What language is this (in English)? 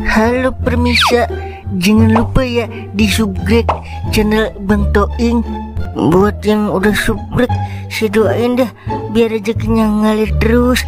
Betawi